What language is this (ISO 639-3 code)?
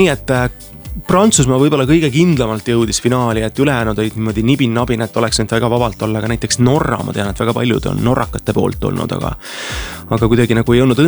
est